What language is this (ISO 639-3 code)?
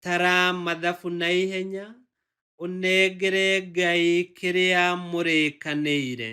kik